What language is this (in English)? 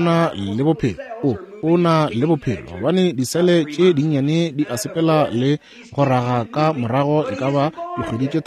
Northern Sotho